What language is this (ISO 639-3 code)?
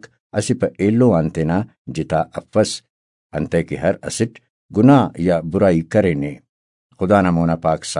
brh